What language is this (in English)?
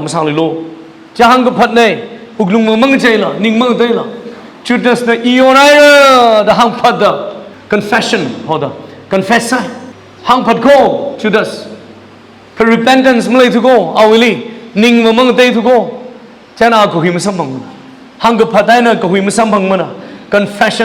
Tangkhul Naga (India)